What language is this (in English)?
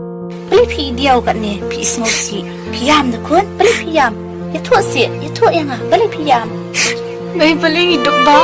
Khasi